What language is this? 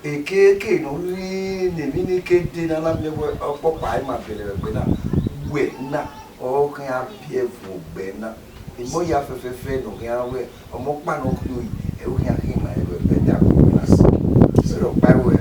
Bini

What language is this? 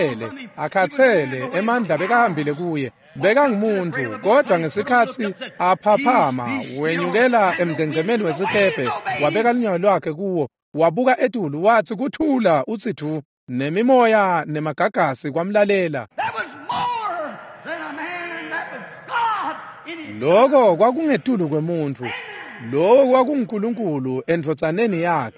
Swati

